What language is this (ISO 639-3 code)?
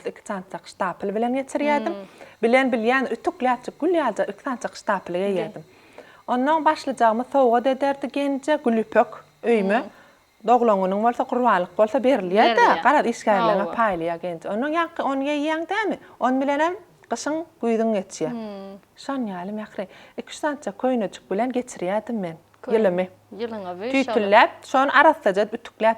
tuk